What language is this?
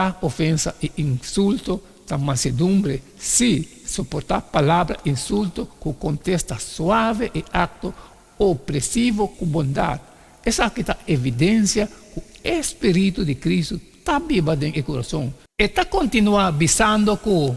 Papiamento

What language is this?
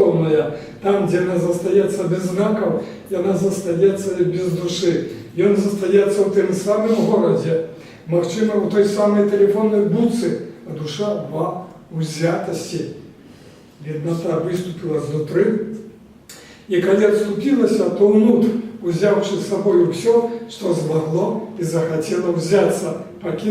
Belarusian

